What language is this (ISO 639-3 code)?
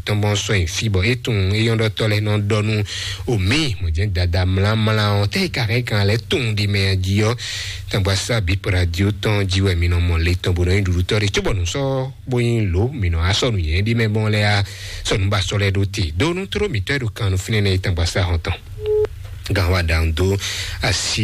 fon